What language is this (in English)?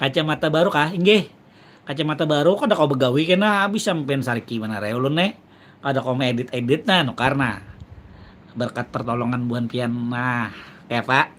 Banjar